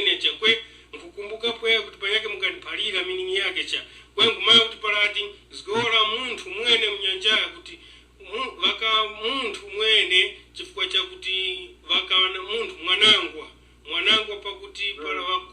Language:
Tumbuka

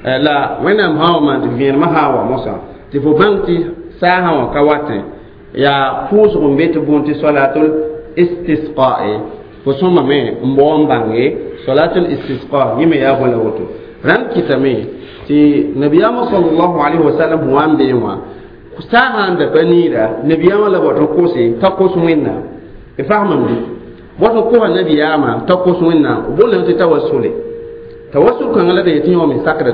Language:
Mossi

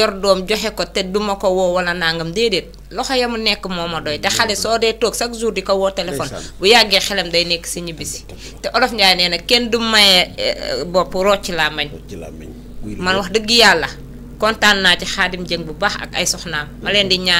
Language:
Wolof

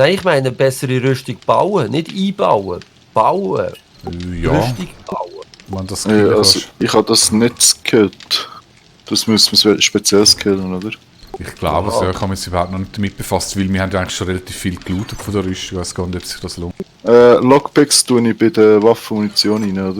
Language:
Swiss German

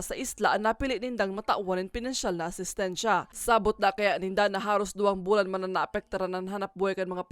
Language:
Bikol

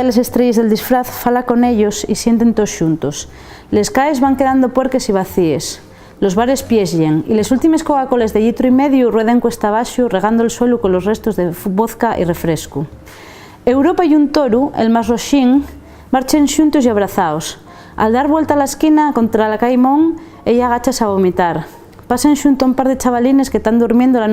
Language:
Asturian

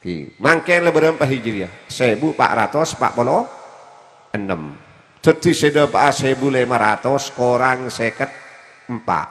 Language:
Madurese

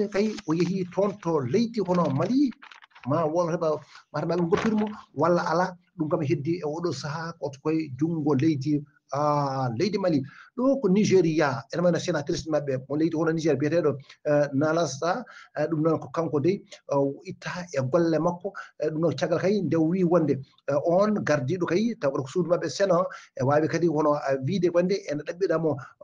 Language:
Fula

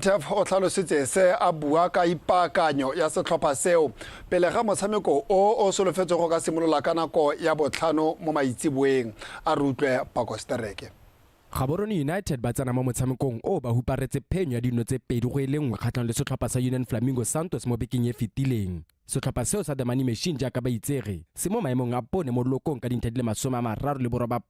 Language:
Tswana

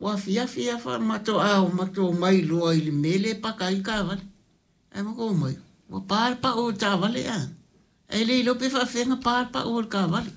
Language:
Samoan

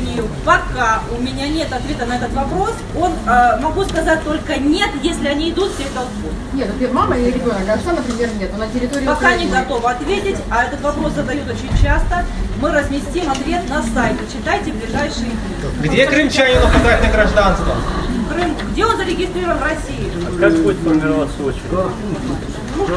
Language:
Russian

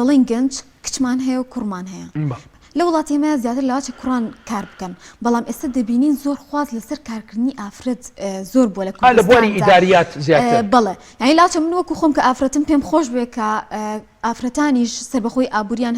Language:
Central Kurdish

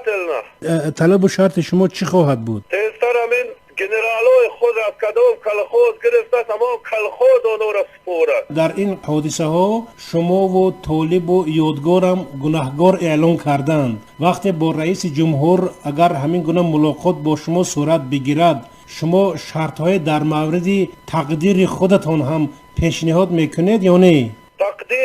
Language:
Tajik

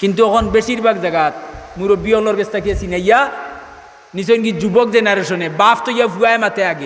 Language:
Sylheti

